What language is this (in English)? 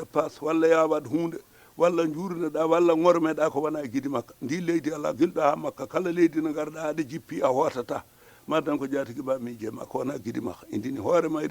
Fula